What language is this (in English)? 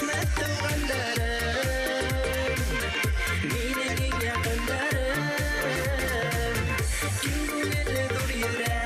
Bashkir